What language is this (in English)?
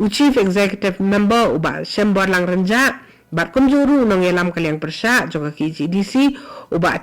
Khasi